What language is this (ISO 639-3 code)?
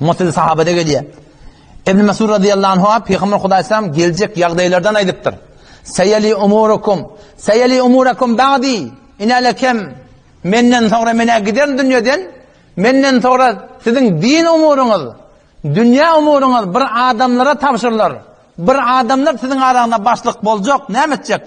tuk